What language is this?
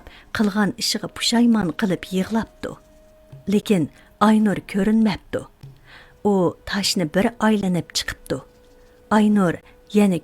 Uyghur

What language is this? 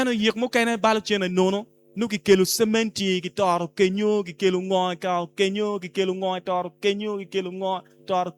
Acoli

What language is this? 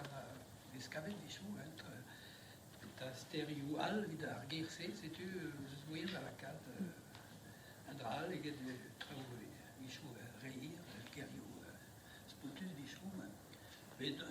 Breton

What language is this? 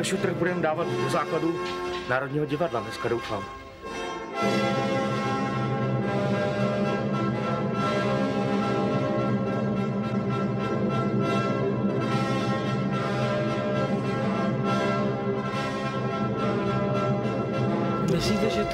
Czech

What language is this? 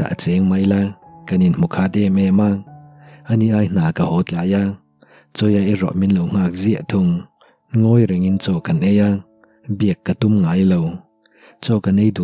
Mizo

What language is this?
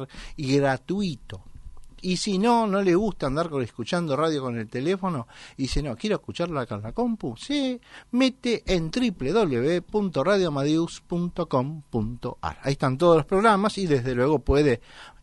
Spanish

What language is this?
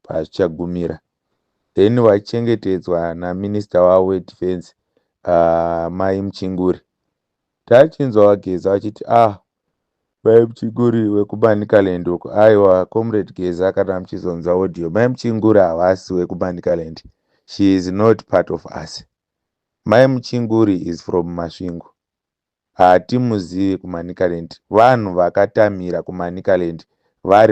Shona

